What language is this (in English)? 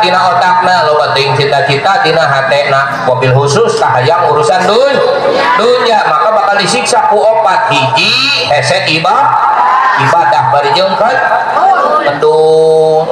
Sundanese